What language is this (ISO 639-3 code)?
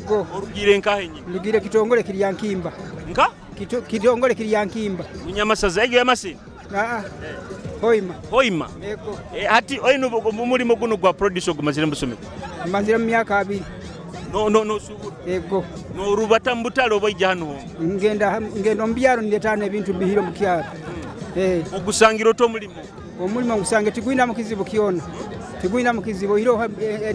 nyo